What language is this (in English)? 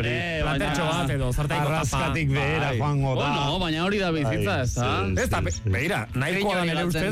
Basque